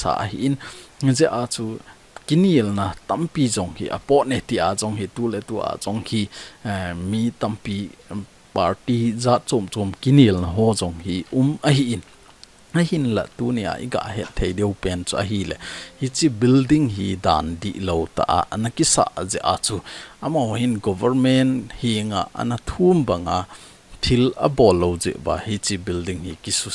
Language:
Thado Chin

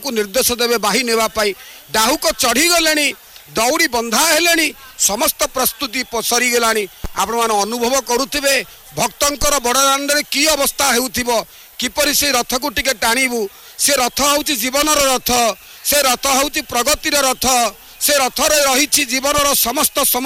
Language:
Odia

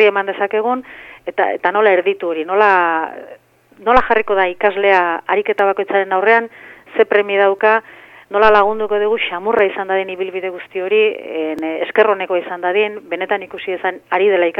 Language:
Basque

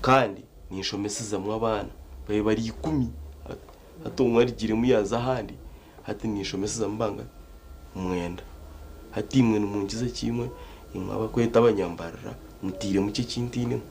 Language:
Nyankole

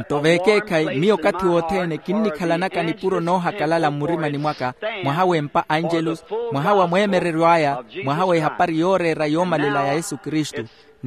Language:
Makhuwa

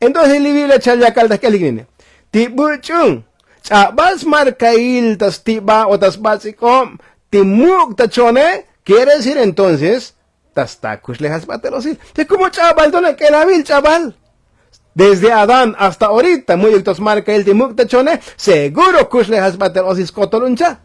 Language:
Tzotzil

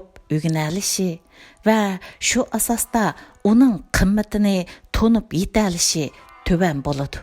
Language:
Uyghur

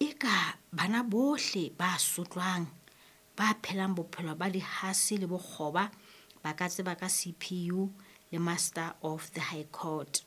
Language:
Southern Sotho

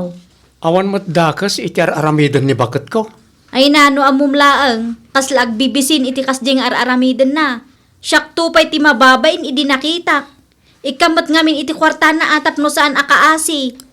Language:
Iloko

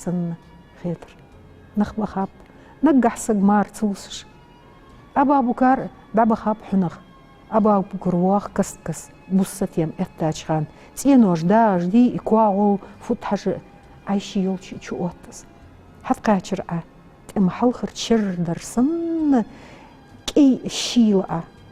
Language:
Ingush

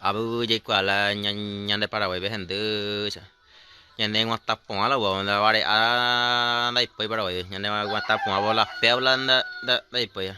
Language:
Guarani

